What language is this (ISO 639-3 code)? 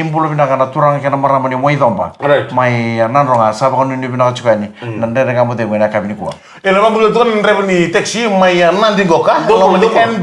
fij